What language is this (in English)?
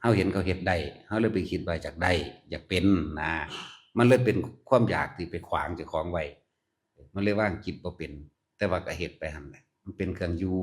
Northeastern Thai